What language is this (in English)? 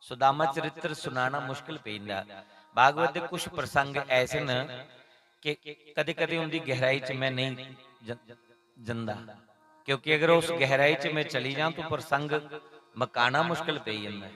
Dogri